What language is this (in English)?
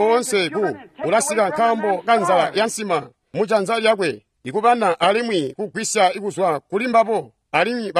Tonga (Zambia)